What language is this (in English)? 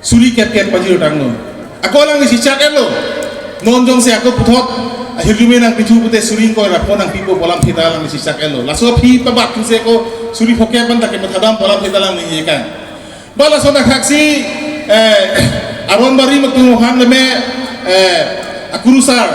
Karbi